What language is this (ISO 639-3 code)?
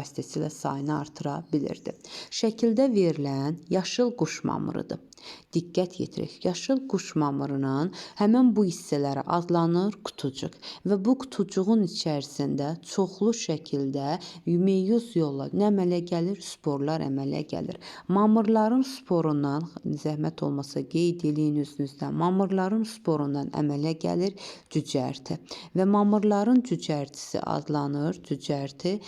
aze